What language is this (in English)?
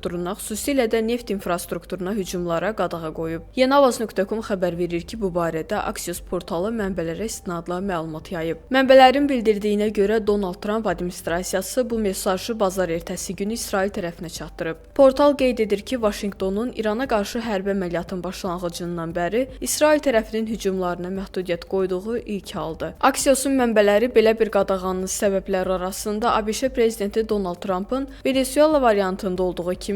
Azerbaijani